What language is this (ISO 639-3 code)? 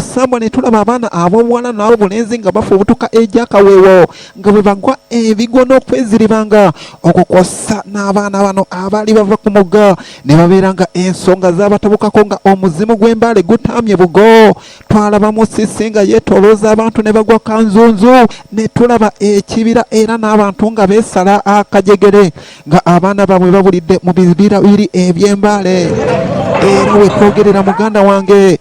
lug